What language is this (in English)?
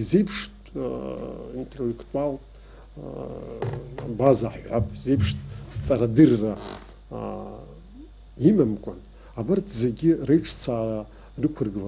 Abkhazian